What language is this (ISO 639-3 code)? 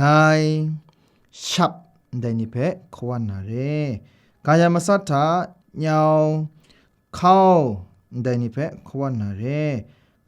kac